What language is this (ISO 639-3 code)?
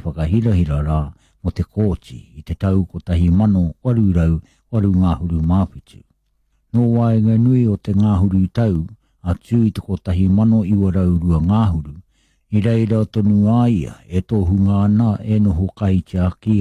mri